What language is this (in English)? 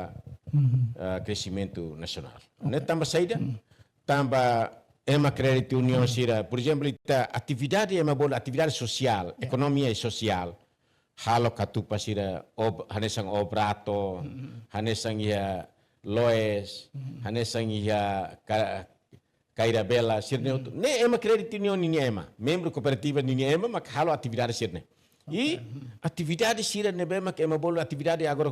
Tetum